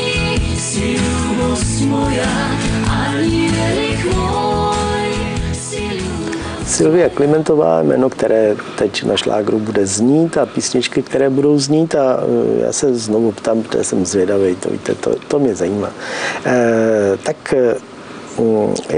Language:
Czech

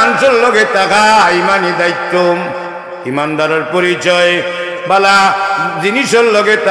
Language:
Sylheti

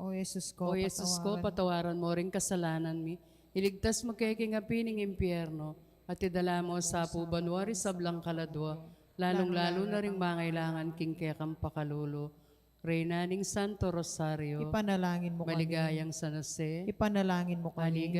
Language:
Pampanga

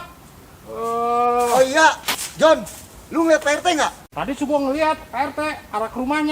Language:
Betawi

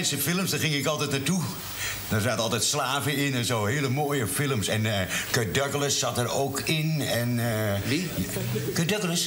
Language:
Dutch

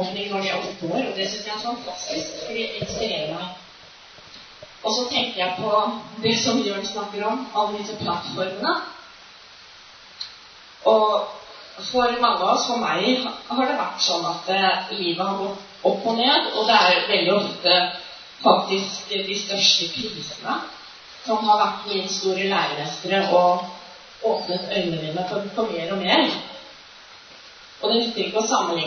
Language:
Norwegian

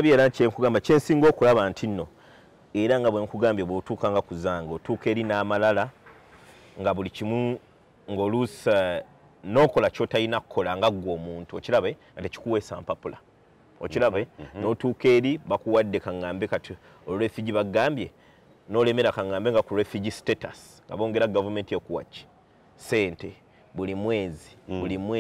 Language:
Ganda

